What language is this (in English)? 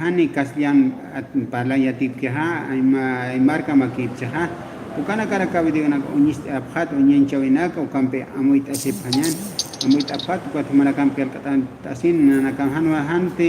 Aymara